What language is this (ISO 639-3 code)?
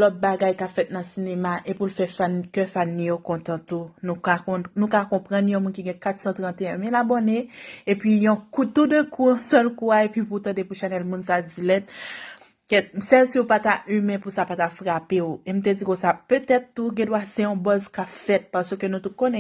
hat